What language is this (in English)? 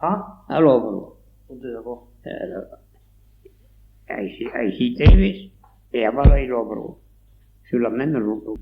Occitan